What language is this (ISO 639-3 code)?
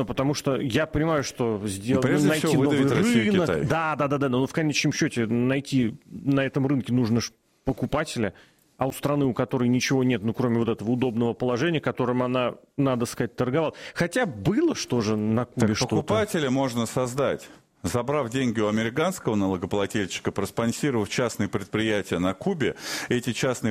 rus